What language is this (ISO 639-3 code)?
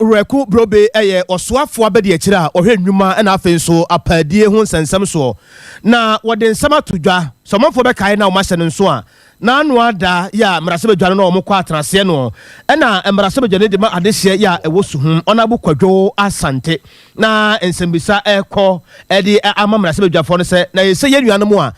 aka